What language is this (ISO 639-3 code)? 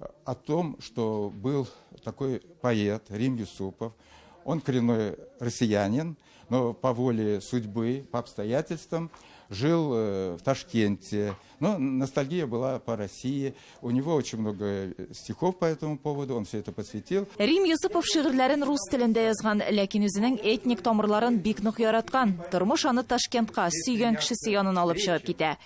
tat